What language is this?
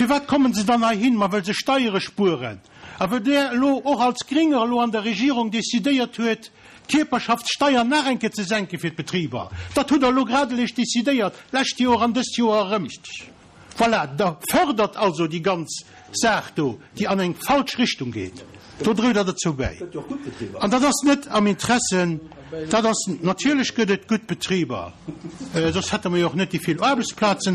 Luxembourgish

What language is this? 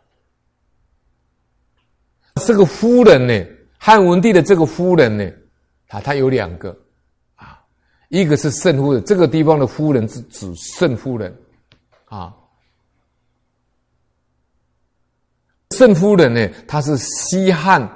Chinese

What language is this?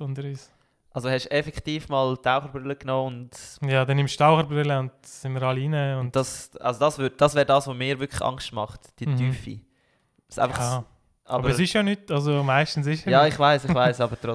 Swiss German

